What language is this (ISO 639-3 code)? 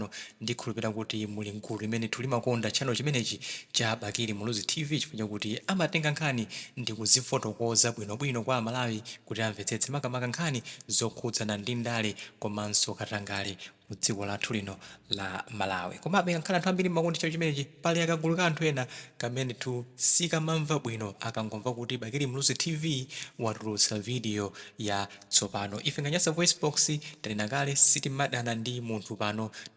nya